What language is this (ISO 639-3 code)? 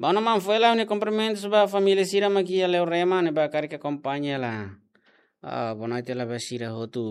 tet